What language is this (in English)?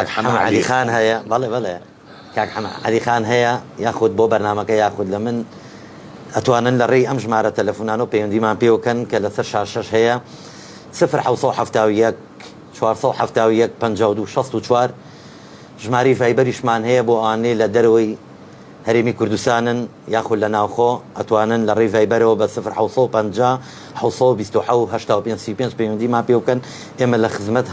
Central Kurdish